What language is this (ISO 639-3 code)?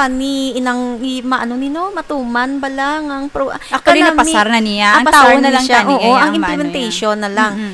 hil